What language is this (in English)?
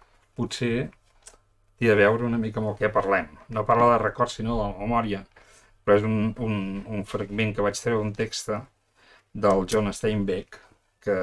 Catalan